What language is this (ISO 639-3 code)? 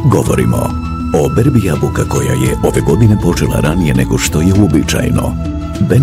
bos